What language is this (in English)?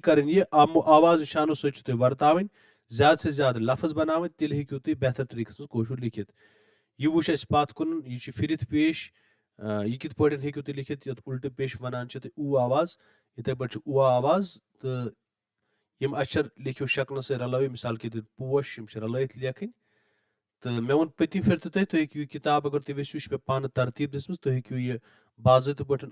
Kashmiri